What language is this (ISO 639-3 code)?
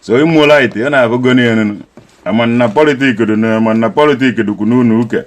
ibo